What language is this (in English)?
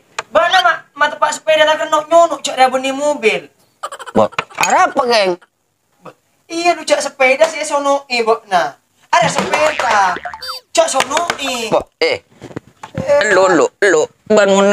Madurese